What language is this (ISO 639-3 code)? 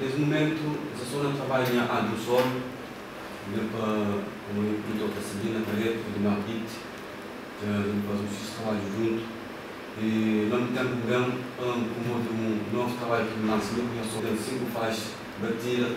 kea